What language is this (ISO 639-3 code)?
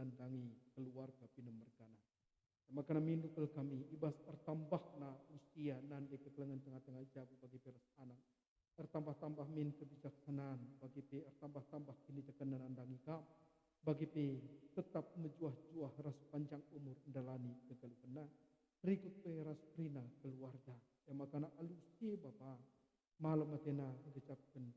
btx